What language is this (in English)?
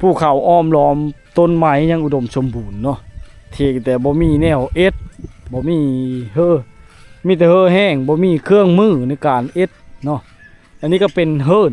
Lao